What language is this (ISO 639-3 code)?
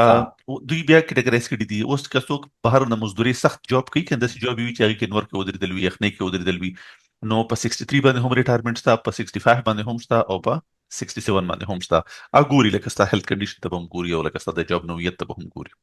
pus